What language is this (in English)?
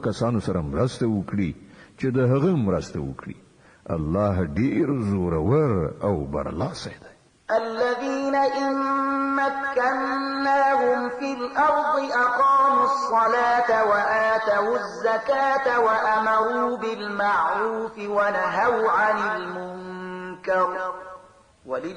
Pashto